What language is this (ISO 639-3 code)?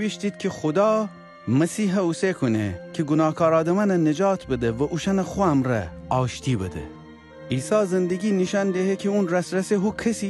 glk